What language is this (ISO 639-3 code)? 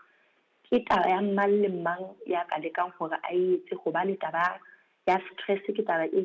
sot